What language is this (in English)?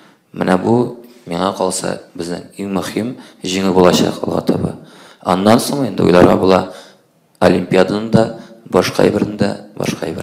Tatar